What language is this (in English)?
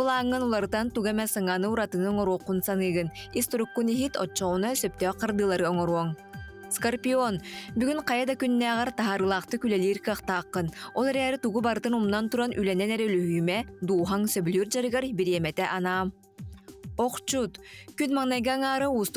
Yakut